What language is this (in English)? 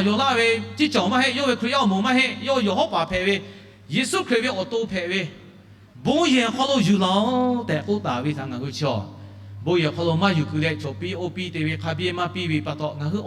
Lahu